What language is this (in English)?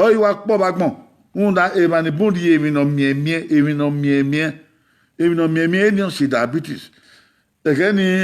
Bini